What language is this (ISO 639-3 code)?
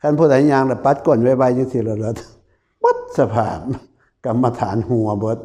tts